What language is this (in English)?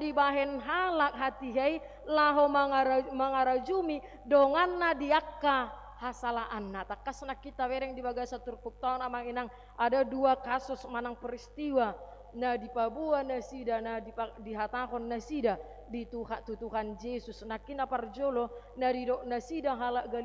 Batak Toba